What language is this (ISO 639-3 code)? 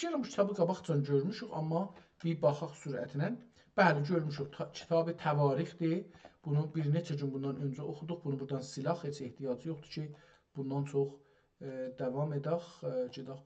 azb